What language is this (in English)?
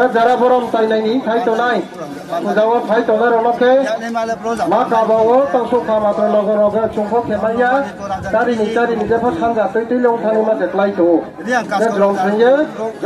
Riang (India)